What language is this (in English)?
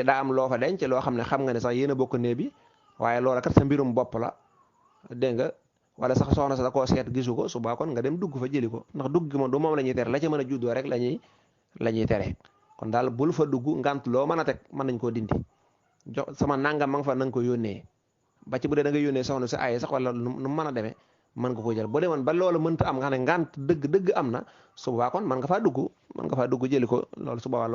Wolof